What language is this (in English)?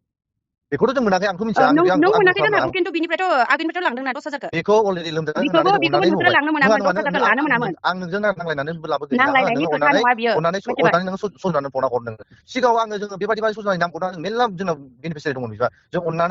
Bodo